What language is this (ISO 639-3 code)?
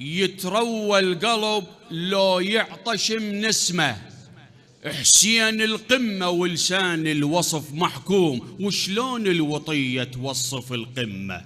acm